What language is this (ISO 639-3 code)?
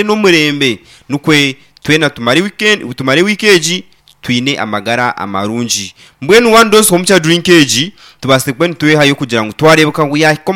nyn